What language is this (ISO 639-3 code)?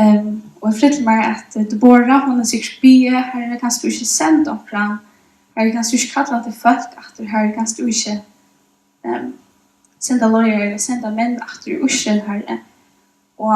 fao